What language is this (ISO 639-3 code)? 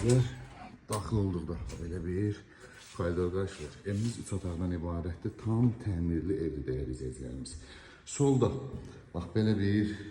aze